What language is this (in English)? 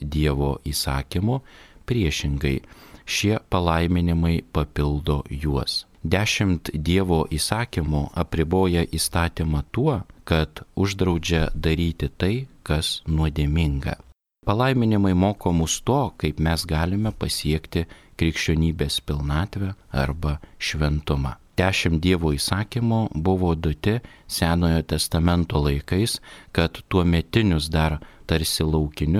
Lithuanian